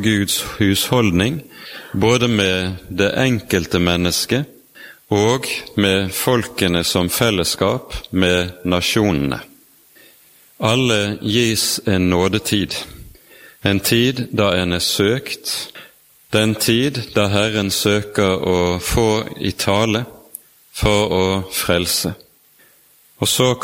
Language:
Norwegian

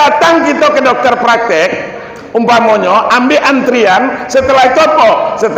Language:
Minangkabau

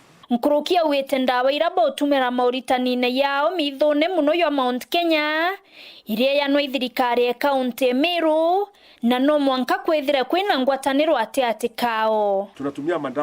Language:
Meru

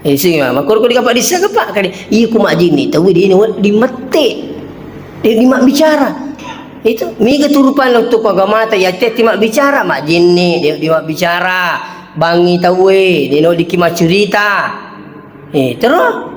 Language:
Buginese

